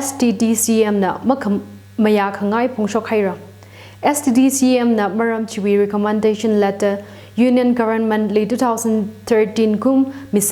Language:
Tangkhul Naga (India)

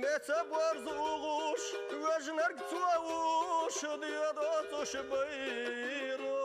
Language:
Chechen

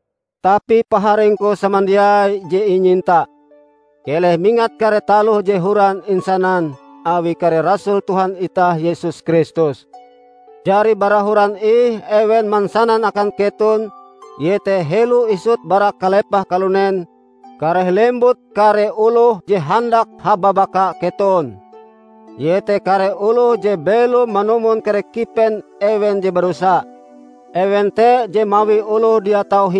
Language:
Ngaju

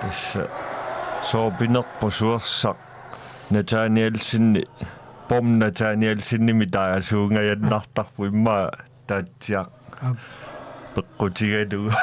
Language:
Kalaallisut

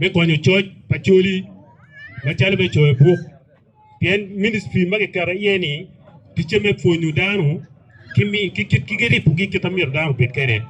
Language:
Acoli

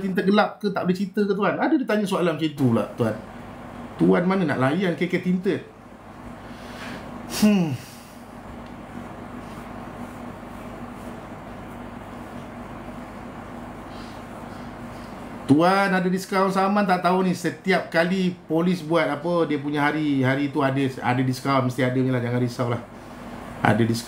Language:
Malay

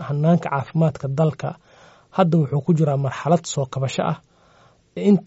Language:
Somali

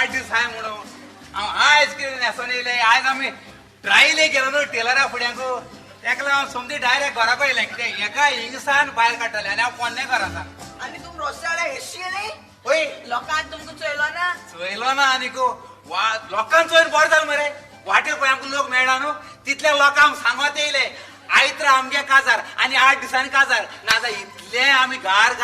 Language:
Konkani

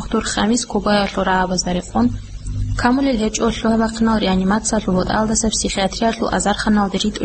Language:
Avaric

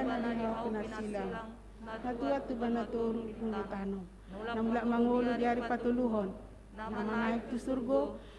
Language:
Batak Toba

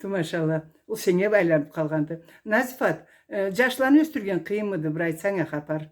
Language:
Karachay-Balkar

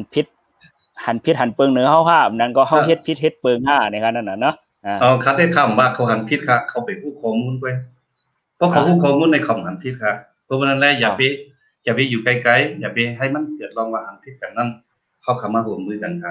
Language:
Shan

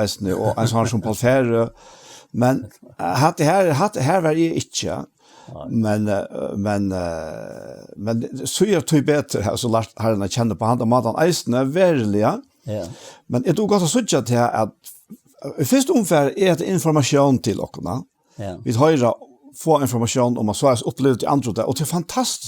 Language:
Faroese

